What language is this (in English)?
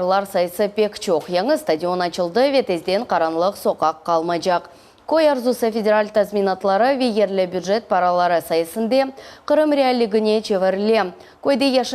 Crimean Tatar